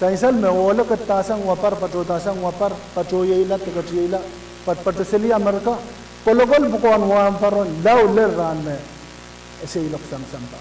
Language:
Pohnpeian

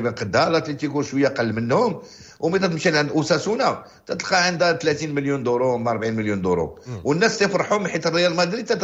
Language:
Moroccan Arabic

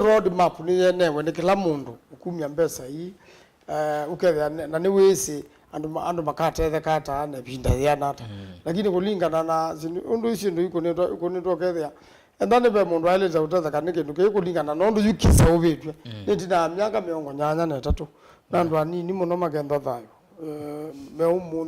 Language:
Kamba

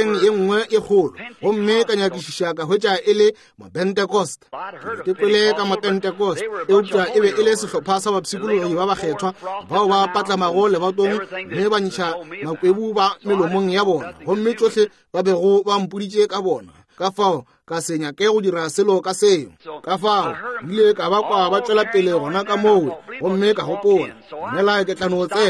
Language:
Northern Sotho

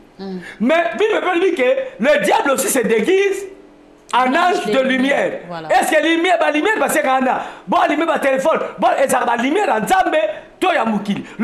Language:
Lingala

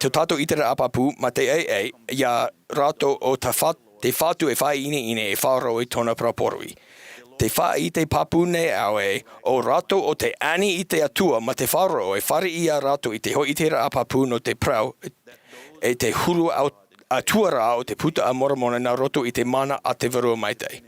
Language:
Tahitian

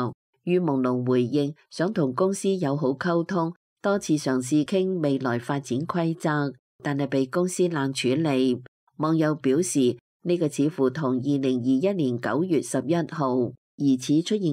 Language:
Cantonese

